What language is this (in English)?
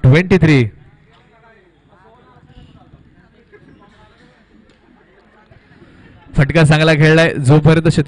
Marathi